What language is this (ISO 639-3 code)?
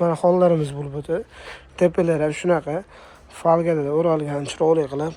uzb